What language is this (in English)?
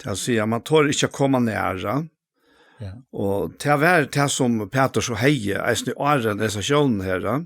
Faroese